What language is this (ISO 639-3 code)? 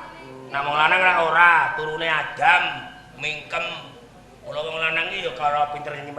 jav